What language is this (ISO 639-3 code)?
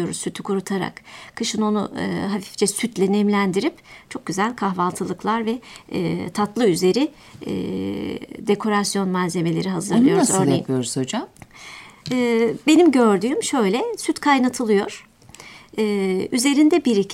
tur